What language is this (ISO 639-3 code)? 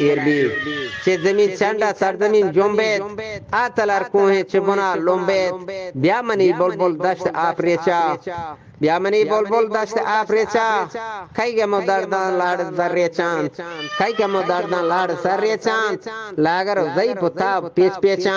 bgp